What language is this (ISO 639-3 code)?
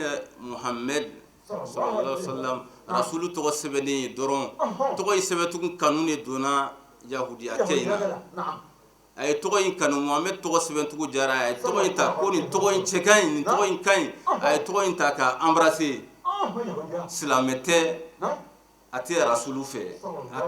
bam